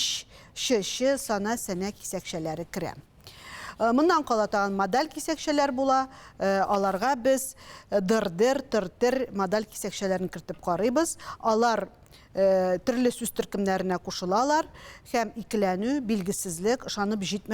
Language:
Tatar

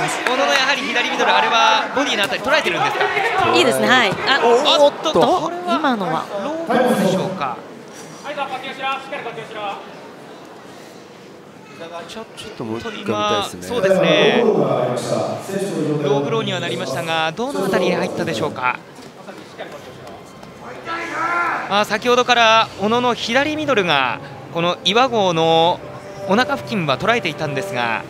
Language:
Japanese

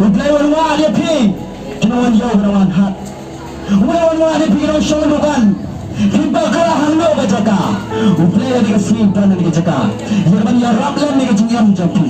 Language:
Khasi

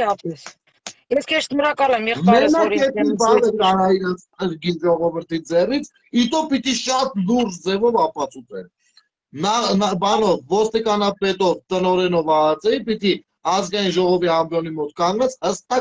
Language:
Armenian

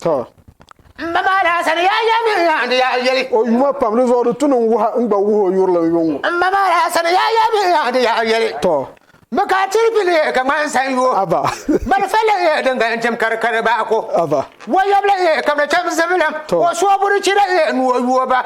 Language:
Dagbani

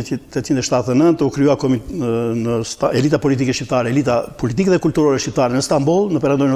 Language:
Albanian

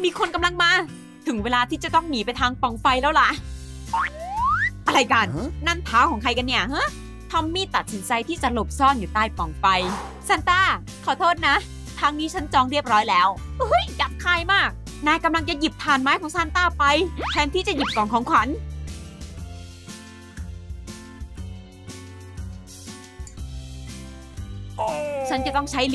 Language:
Thai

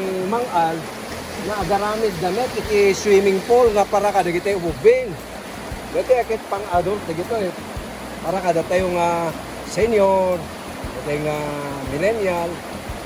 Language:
Iloko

